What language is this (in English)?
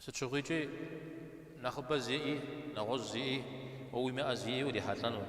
Kabardian